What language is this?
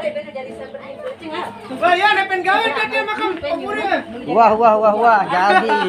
Sasak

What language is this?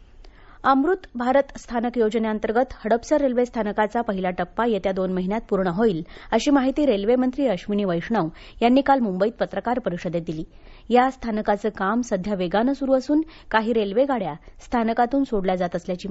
Marathi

